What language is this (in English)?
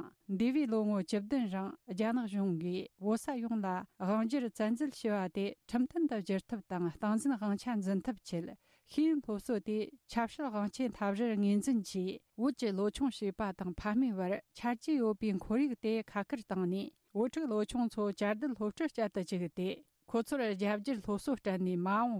Tibetan